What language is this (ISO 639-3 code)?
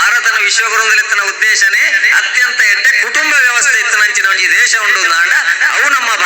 tcy